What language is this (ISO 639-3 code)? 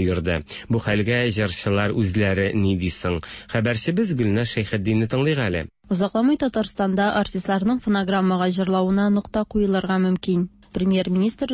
tat